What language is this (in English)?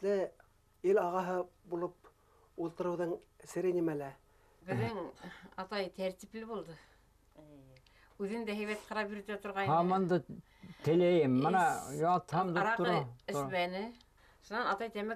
Bashkir